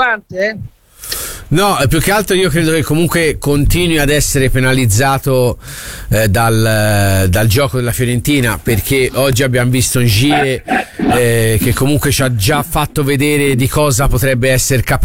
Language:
Italian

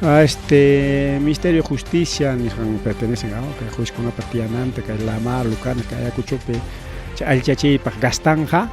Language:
Ayacucho Quechua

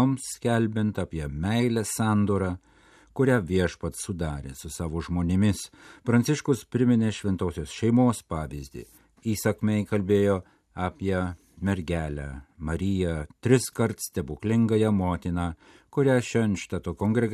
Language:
Lithuanian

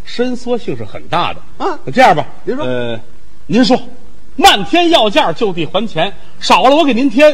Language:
Chinese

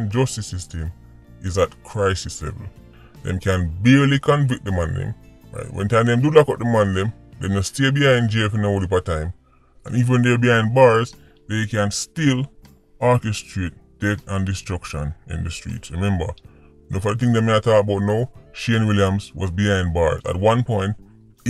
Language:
Jamaican Creole English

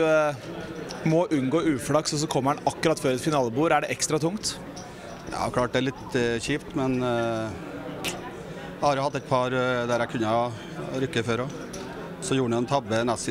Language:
Norwegian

